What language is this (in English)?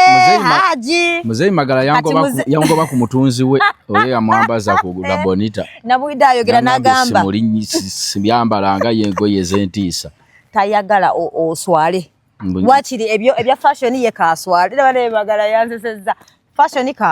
Ganda